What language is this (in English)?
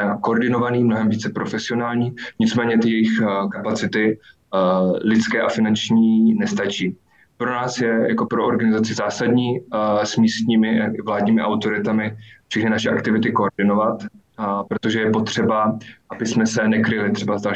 Czech